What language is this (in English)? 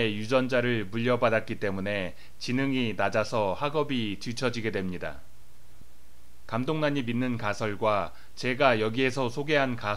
Korean